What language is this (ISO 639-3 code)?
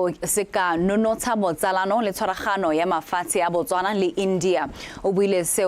tsn